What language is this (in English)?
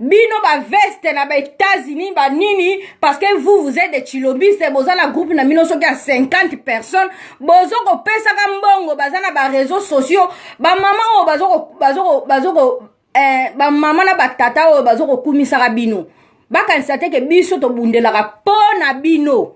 Lingala